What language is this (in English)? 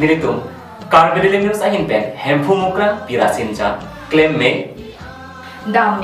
Karbi